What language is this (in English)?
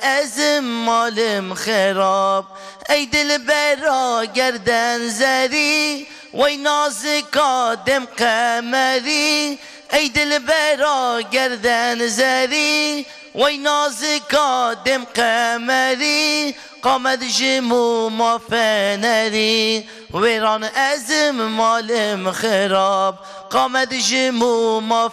Kurdish